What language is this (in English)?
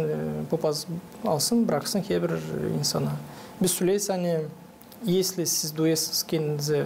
Gagauz